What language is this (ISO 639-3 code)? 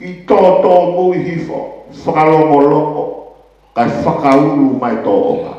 ton